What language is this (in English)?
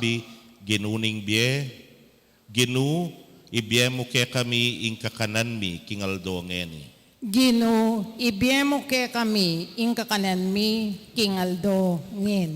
Pampanga